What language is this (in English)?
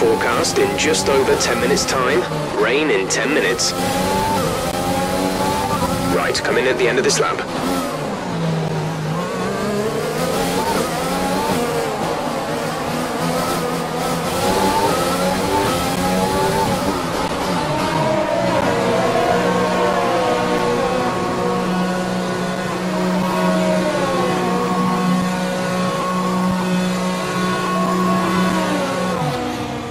English